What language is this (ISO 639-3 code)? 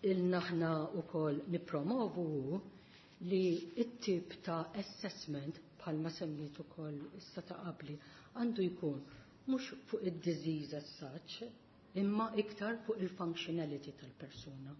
mlt